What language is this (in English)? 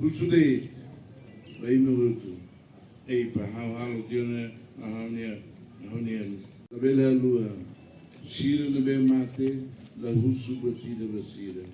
Tetum